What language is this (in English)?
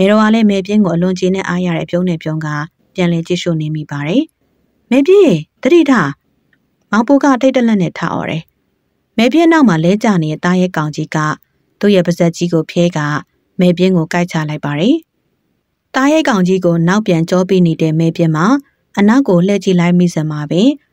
Burmese